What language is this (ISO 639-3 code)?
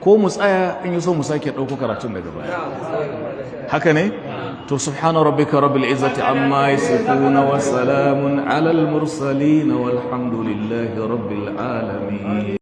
hau